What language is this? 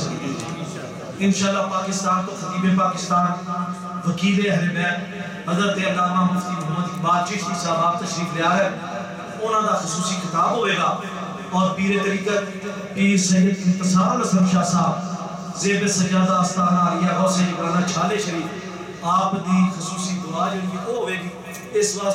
Urdu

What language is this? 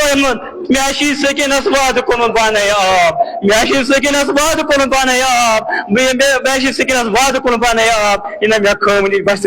Kashmiri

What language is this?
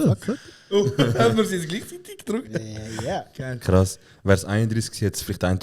Swiss German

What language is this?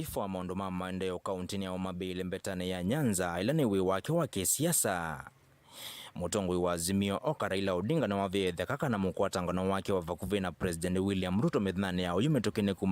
Kamba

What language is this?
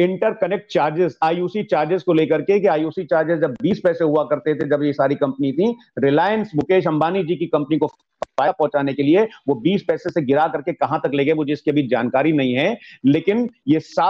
Hindi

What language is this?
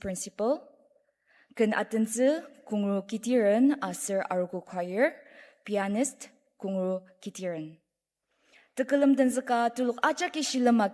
Ao Naga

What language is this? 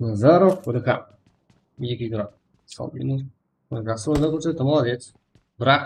Kara-Kalpak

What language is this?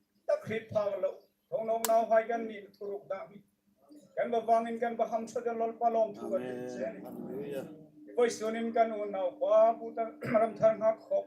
Hmar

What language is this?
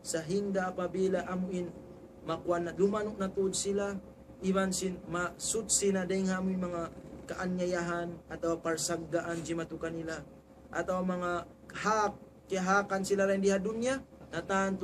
Tausug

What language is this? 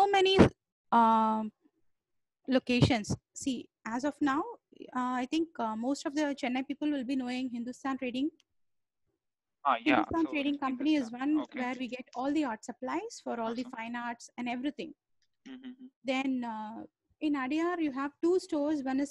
English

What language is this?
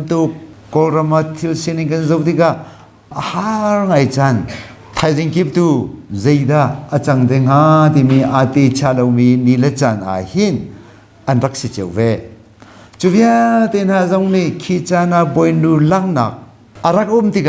Hakha Chin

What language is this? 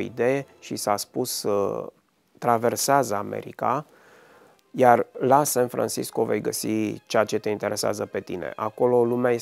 Romanian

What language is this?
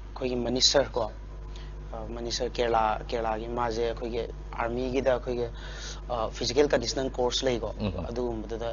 Manipuri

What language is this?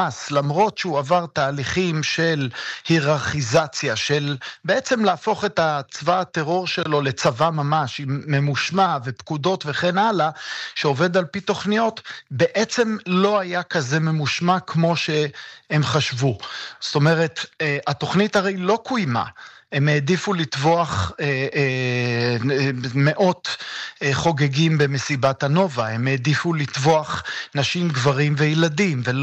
Hebrew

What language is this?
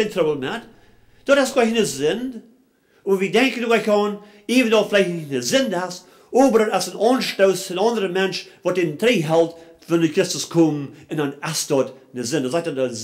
Plautdietsch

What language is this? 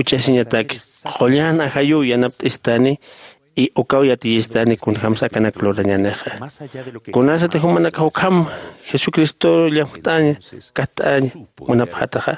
Aymara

